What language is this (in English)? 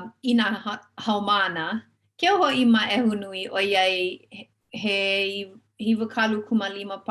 Hawaiian